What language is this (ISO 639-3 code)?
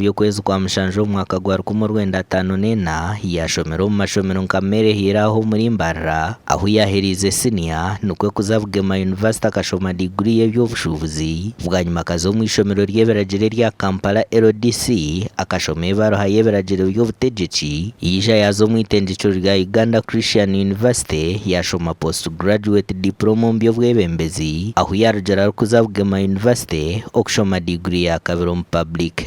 nyn